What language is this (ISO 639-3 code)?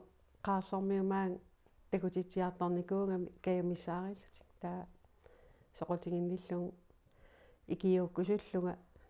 kal